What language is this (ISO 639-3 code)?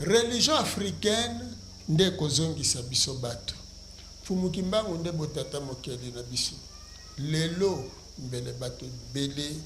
lin